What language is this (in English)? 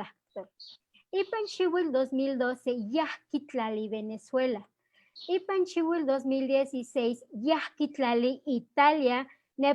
Eastern Huasteca Nahuatl